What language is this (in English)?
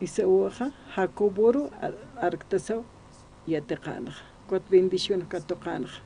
Aymara